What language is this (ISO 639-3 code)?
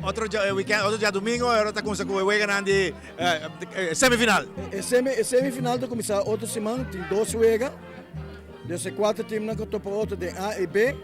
pap